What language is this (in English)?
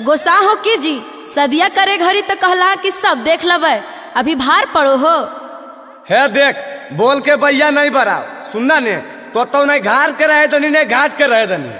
Magahi